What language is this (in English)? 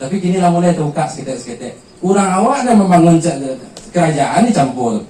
Minangkabau